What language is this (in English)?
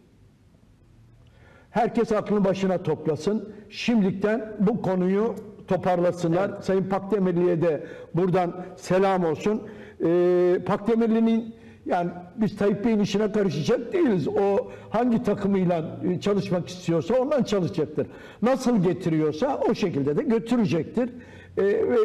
Turkish